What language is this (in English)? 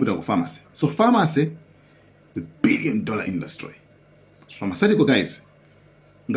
Nyanja